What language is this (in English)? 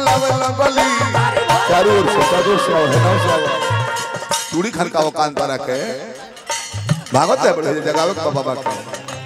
Bhojpuri